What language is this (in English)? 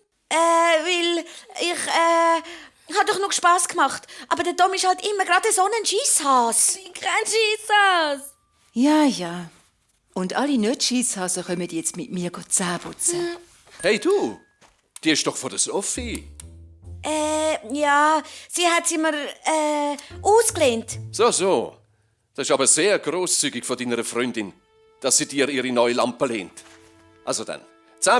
Swiss German